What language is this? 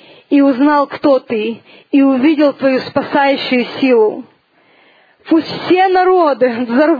Russian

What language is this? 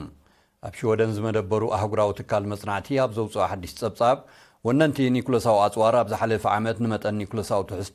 Tigrinya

